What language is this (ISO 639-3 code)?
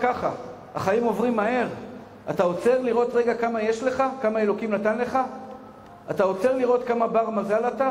heb